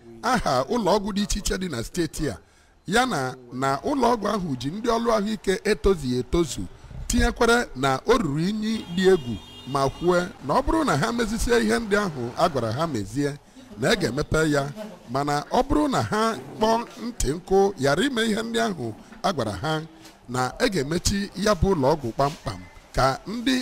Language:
Igbo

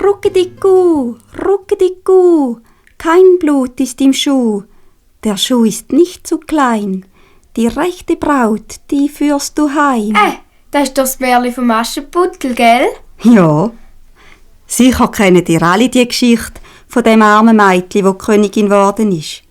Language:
Swiss German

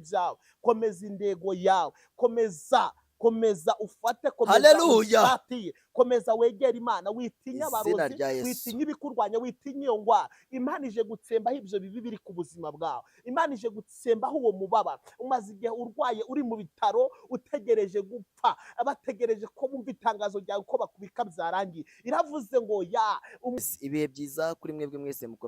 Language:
Kinyarwanda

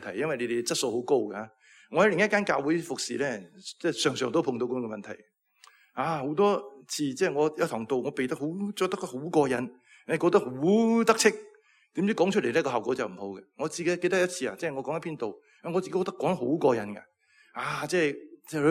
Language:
Cantonese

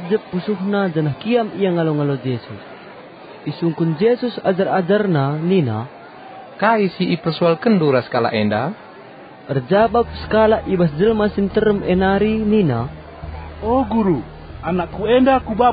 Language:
Batak Karo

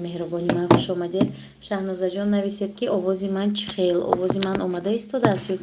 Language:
Tajik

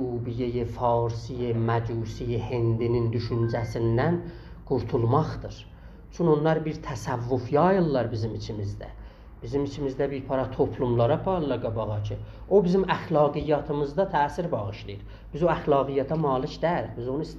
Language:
South Azerbaijani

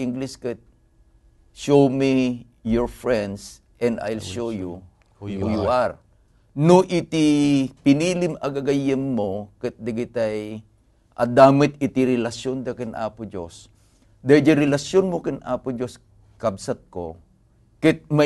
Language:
Iloko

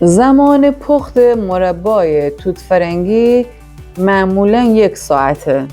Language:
Gilaki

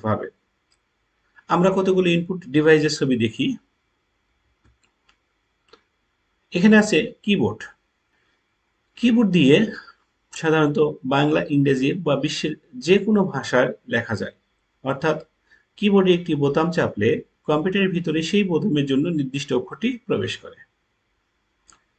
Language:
Bangla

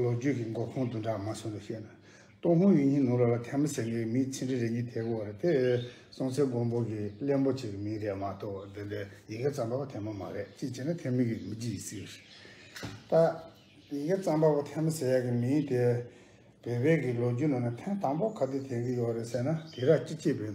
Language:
Tibetan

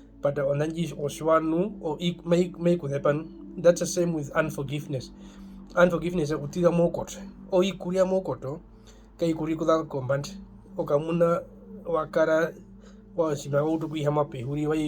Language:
Herero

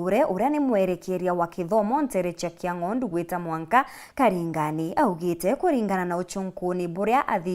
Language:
Meru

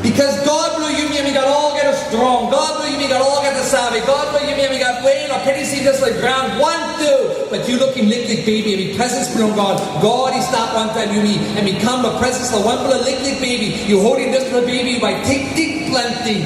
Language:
Tok Pisin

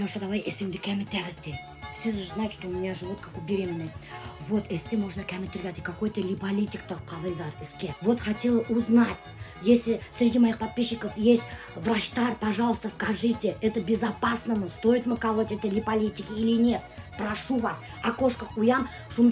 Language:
Bashkir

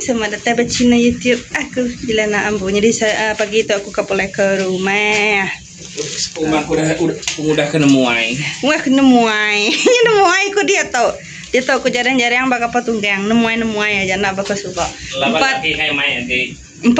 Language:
Iban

